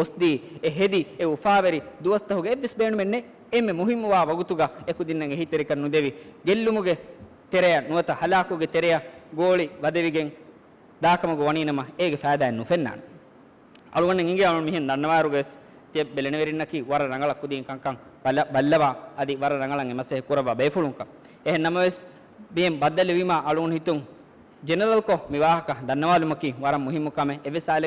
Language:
Divehi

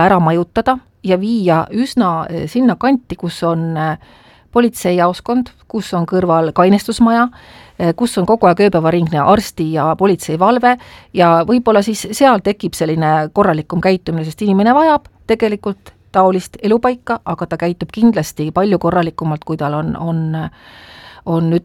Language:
Estonian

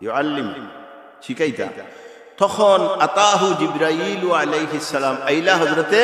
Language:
Sylheti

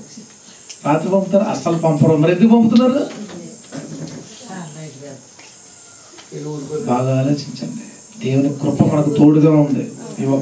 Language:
Telugu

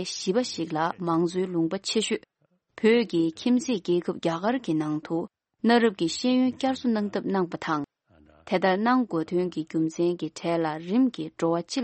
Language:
Tibetan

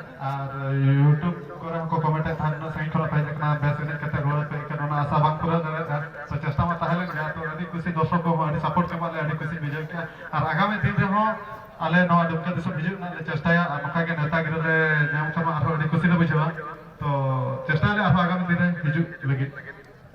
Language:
Santali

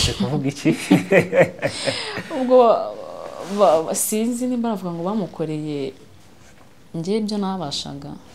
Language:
Kinyarwanda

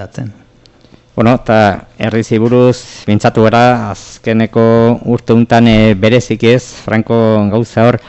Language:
Basque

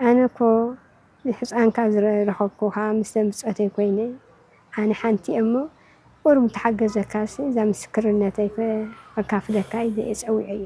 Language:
Tigrinya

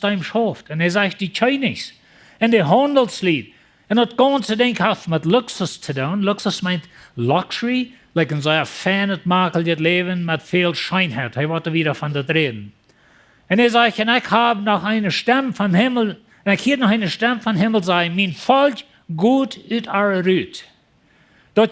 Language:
Plautdietsch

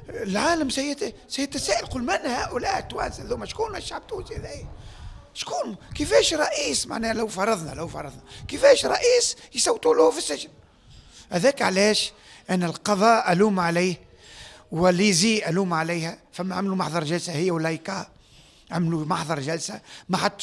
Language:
Tunisian Arabic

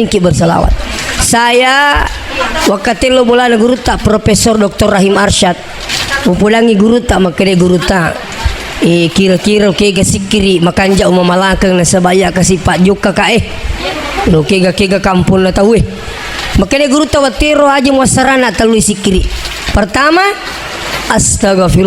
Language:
Buginese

